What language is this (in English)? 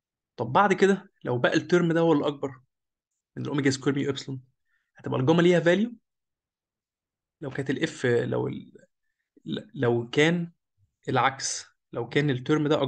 Egyptian Arabic